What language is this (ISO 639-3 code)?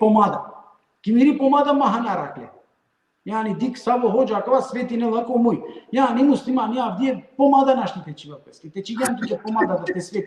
rmn